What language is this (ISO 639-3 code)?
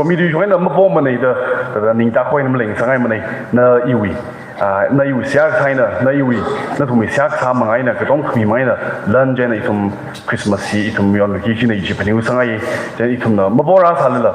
nmf